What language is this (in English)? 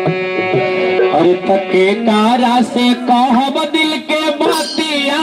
Magahi